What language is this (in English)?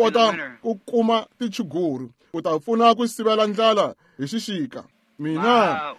Tsonga